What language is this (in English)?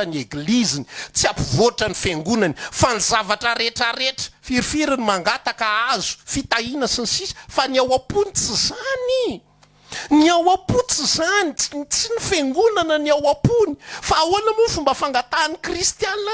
Malagasy